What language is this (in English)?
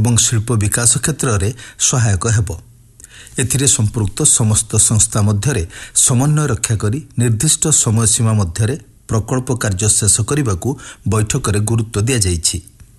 Odia